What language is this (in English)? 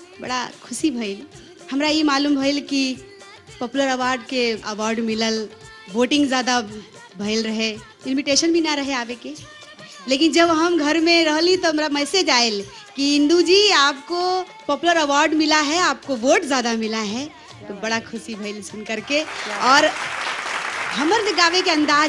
Bhojpuri